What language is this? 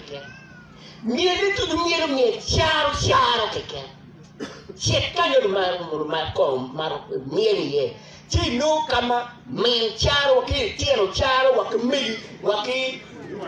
Acoli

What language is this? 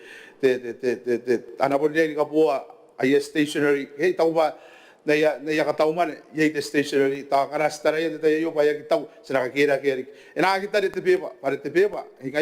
Gilbertese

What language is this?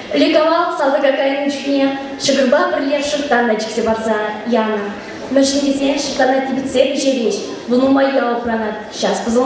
Chuvash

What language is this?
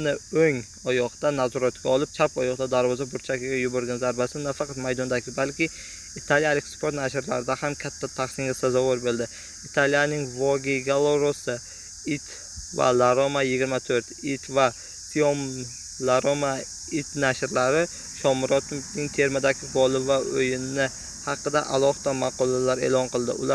Uzbek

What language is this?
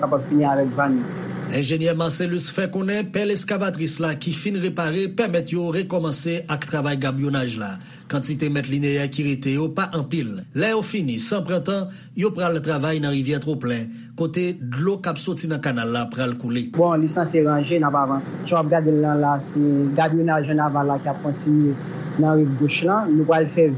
Haitian Creole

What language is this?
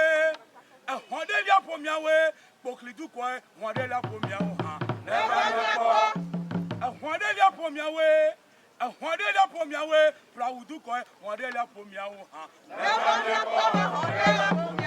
Ewe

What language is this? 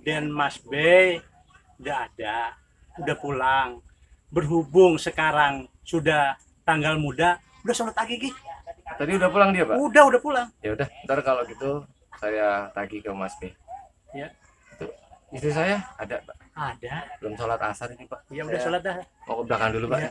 Betawi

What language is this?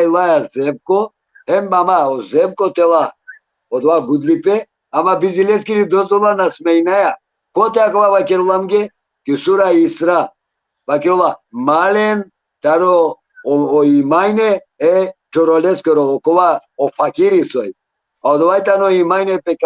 Balkan Romani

